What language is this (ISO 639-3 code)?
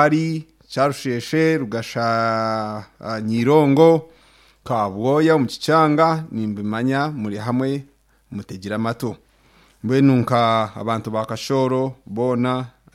nyn